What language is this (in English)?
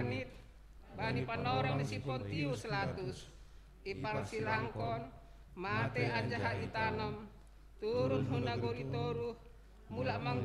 Batak Simalungun